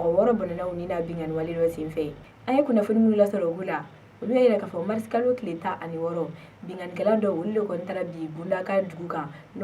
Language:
Bambara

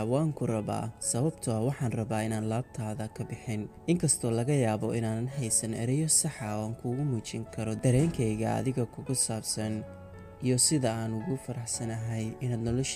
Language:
Somali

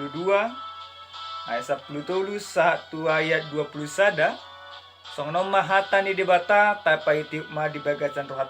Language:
Batak Toba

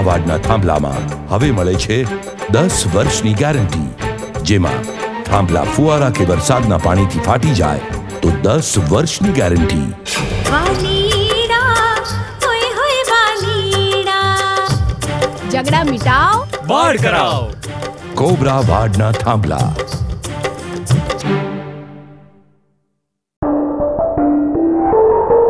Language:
Gujarati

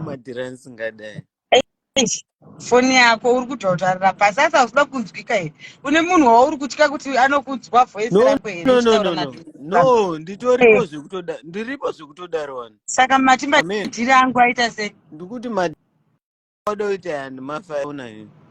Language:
Shona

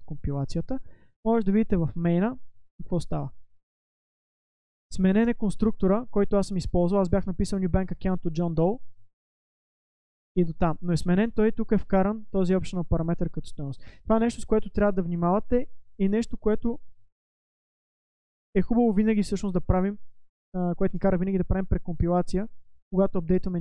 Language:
Bulgarian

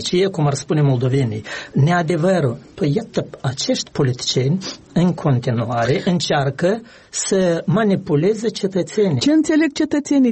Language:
Romanian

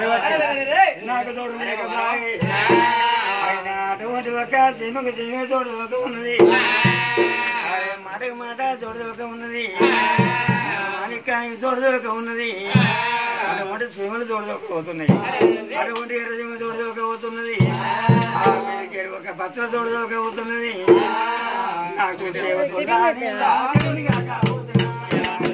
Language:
Telugu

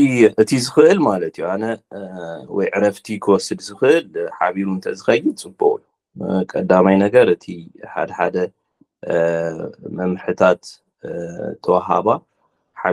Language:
Tigrinya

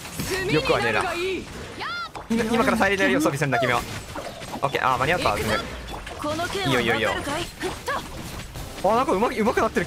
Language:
Japanese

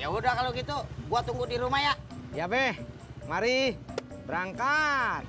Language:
Betawi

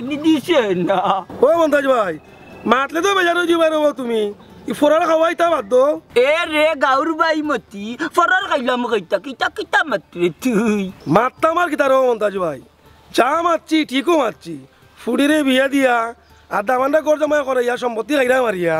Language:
Sylheti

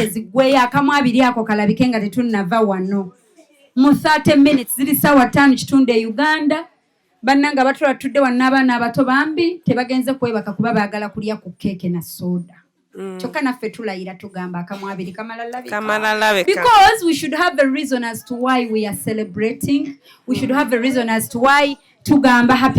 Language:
Ganda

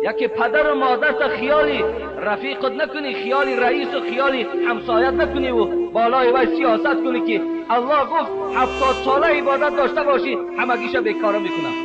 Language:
Tajik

